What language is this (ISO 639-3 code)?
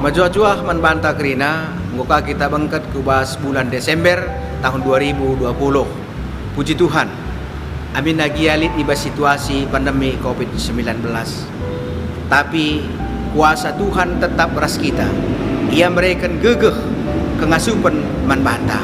btx